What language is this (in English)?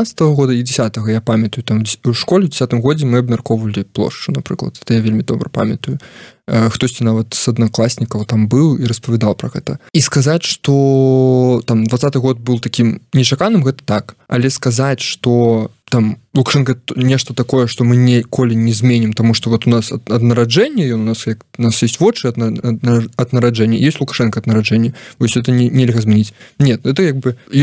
Belarusian